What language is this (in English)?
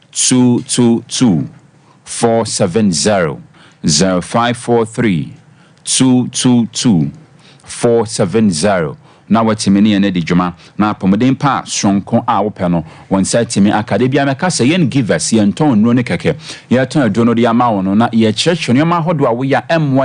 Akan